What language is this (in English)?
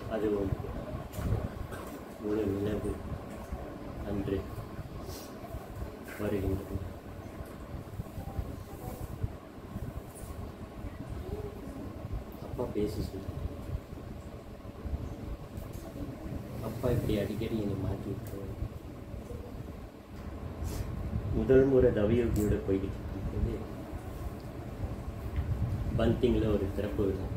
Tamil